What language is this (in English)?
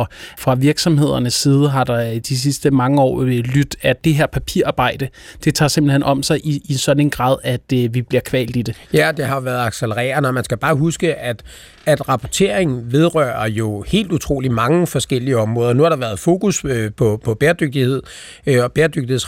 Danish